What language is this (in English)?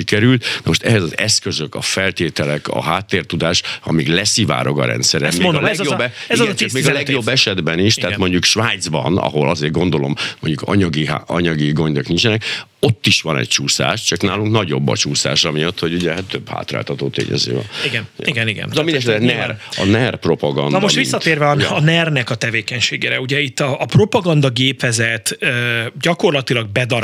Hungarian